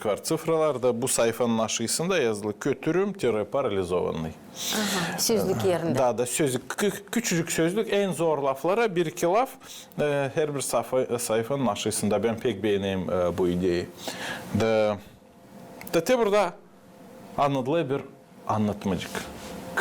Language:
Gagauz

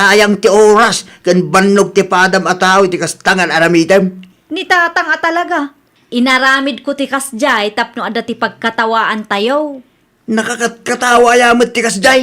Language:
Iloko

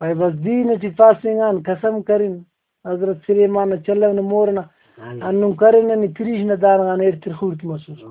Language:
Brahui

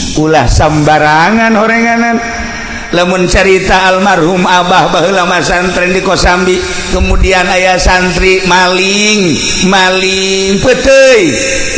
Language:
Sundanese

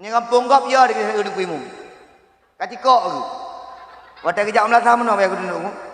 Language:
Achinese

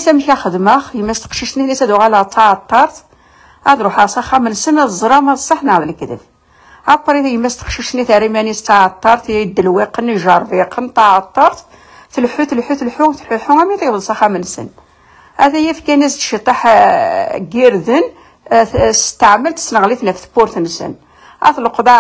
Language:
Kabyle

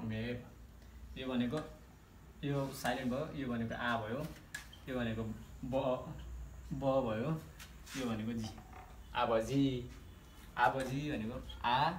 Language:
Nepali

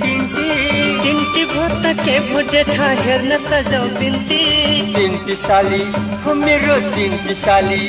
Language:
Newari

